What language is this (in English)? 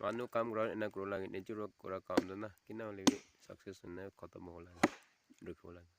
Naga Pidgin